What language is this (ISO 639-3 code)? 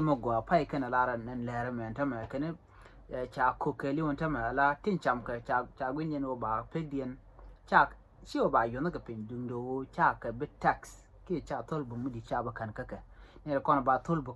nus